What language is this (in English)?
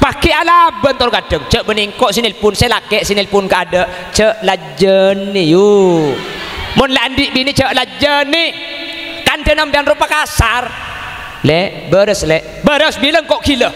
Madurese